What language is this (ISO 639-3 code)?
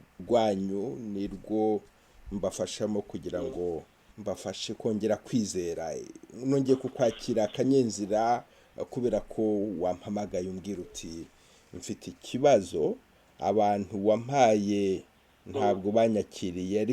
kin